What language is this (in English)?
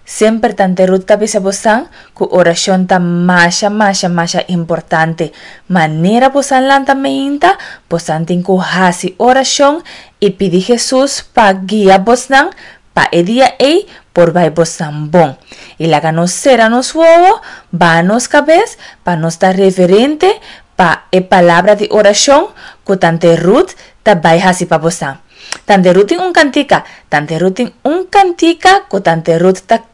Papiamento